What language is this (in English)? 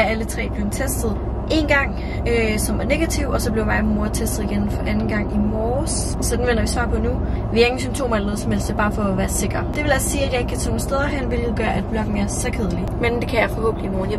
Danish